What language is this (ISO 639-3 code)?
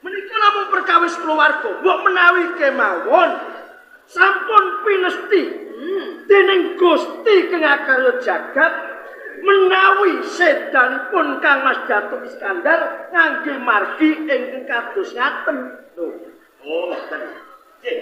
jav